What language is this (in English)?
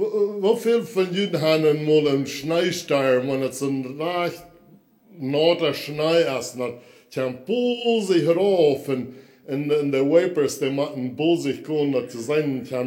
Plautdietsch